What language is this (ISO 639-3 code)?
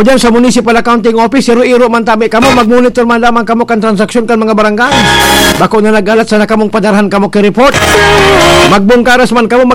bik